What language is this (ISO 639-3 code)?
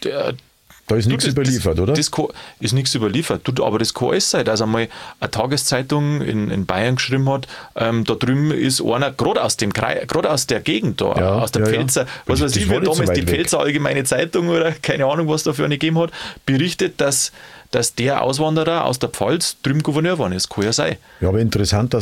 deu